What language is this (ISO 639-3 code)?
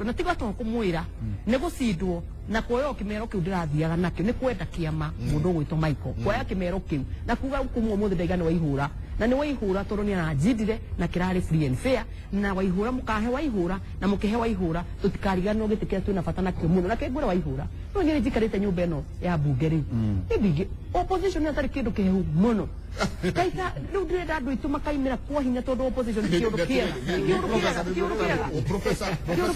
kik